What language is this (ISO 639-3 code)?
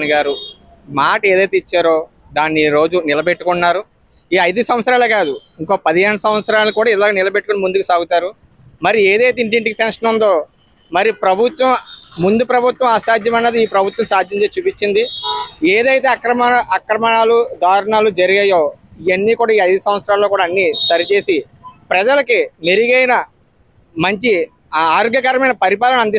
tel